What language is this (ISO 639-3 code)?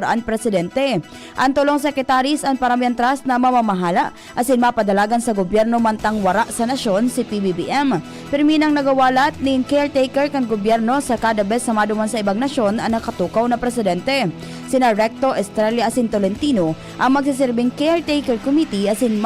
bik